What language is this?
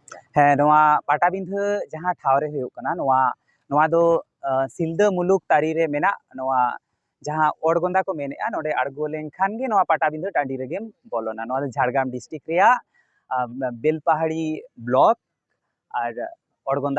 Santali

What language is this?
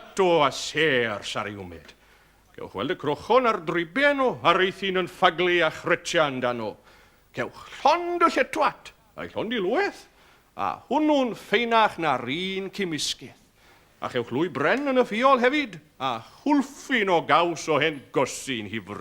Welsh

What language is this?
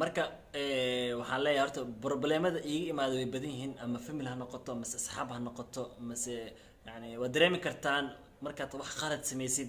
Somali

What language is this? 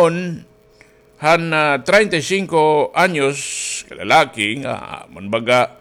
Waray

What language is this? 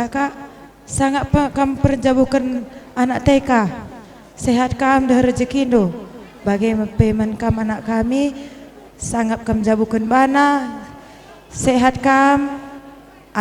Batak Karo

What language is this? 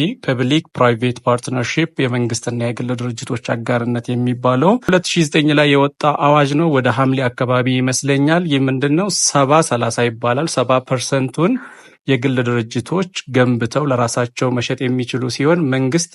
Amharic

